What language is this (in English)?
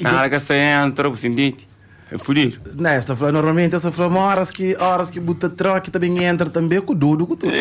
Kabuverdianu